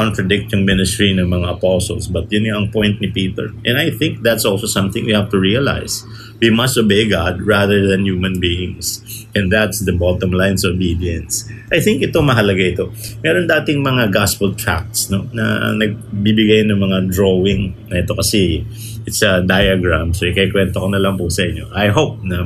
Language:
Filipino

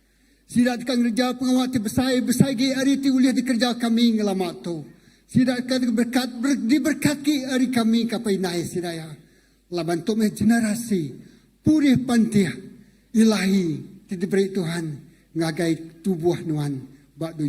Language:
Iban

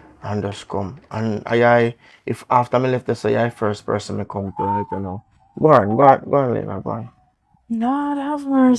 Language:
Jamaican Creole English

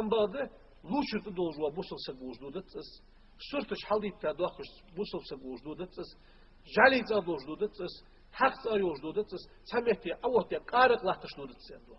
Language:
Ingush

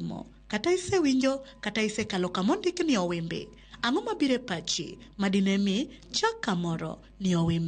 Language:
Luo (Kenya and Tanzania)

